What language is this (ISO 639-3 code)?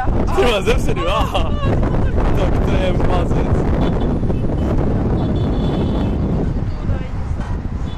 slk